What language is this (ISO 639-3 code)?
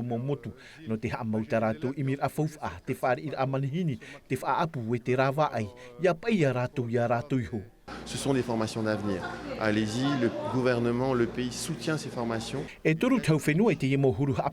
tah